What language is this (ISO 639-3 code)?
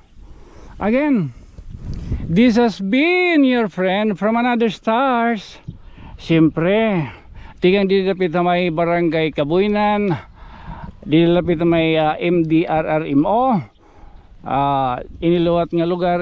war